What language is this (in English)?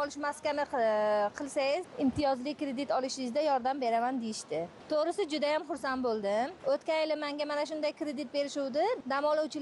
Uzbek